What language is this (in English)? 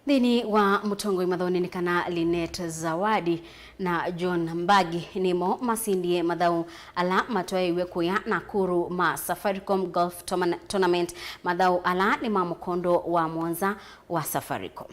Kamba